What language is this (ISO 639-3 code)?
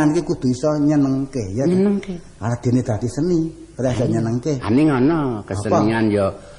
jav